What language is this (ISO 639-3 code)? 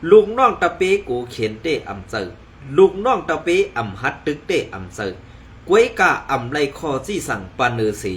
shn